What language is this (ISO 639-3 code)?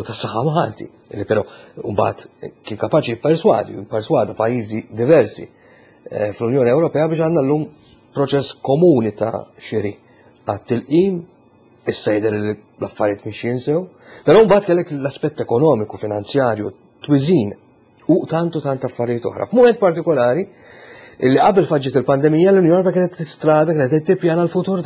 mlt